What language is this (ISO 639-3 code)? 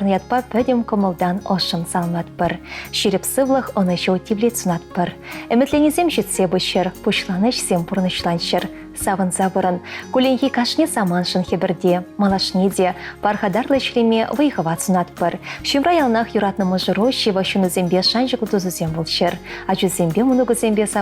chv